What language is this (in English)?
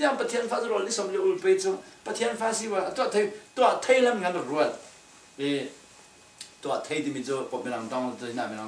Falam Chin